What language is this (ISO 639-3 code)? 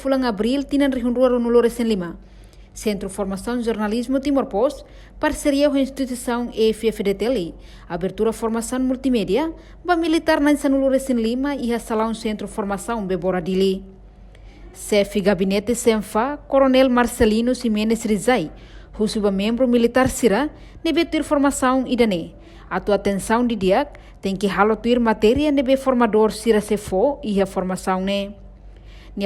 tet